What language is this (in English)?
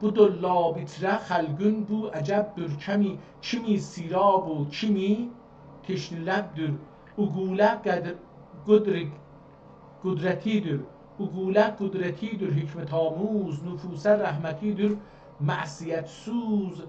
South Azerbaijani